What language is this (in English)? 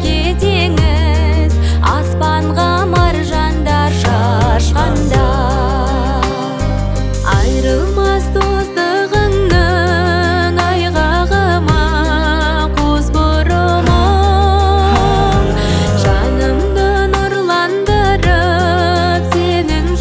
Kazakh